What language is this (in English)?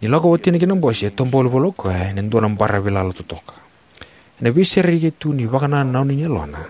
Fijian